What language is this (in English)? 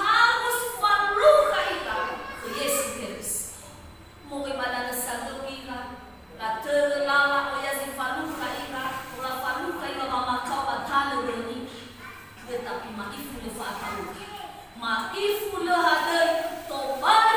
Nias